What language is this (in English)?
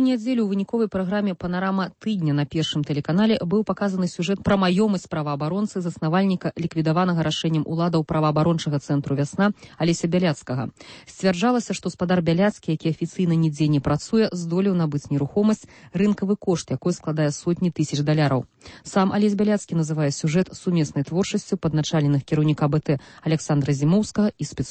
Belarusian